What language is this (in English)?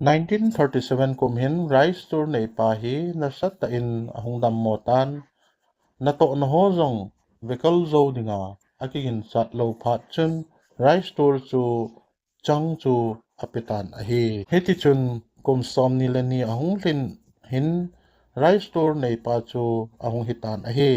Thado Chin